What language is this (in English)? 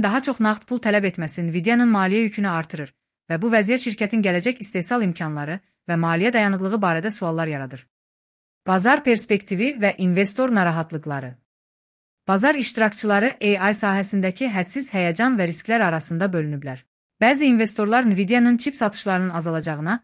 Azerbaijani